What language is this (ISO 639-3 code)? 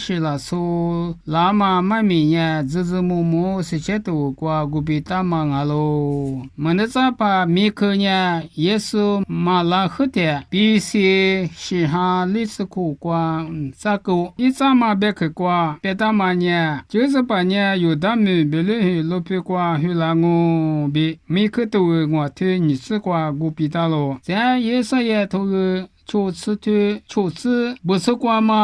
lis